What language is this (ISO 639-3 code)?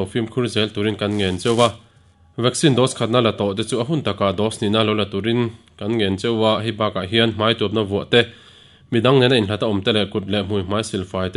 lus